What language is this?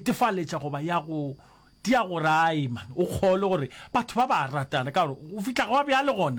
Northern Sotho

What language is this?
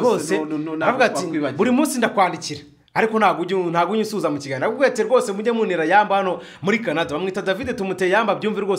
Kinyarwanda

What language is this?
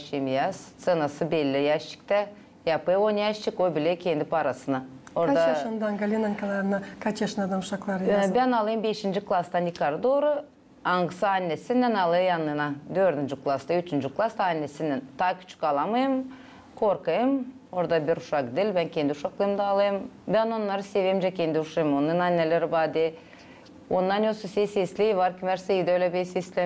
Gagauz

